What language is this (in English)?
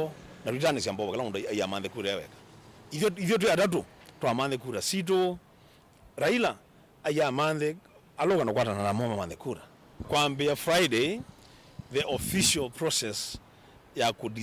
Kamba